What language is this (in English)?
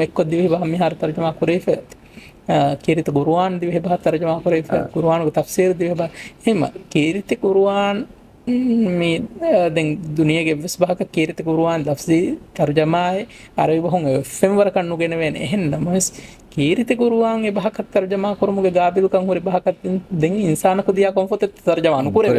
Divehi